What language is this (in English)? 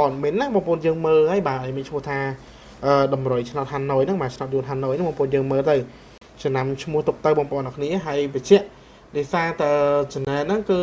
Khmer